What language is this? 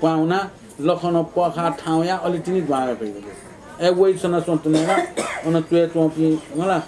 Newari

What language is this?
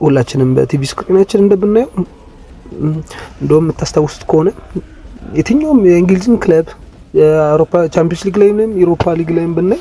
Amharic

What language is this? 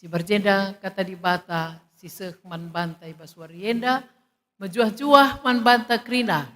Batak Karo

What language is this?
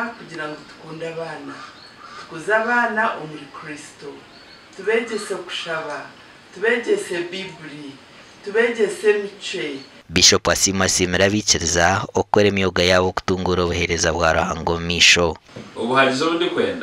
Nyankole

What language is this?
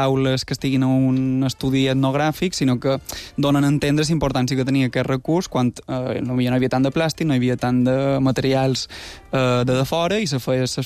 Catalan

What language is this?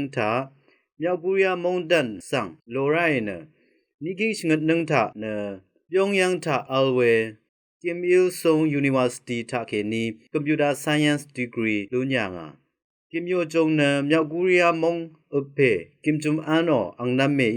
Rawang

